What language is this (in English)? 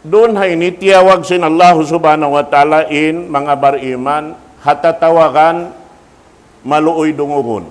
Tausug